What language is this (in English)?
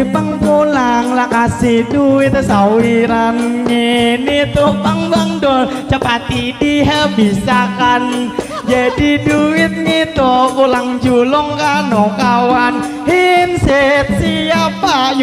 Banjar